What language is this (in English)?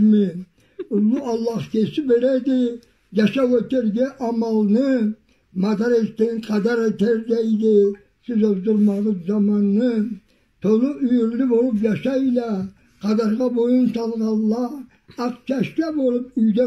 Karachay-Balkar